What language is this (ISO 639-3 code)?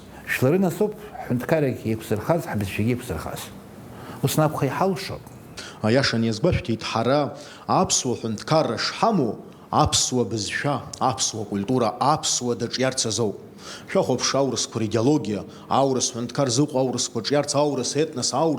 abk